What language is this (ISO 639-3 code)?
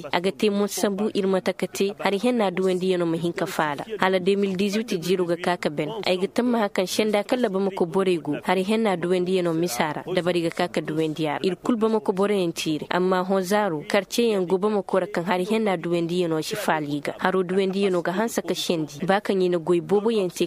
ses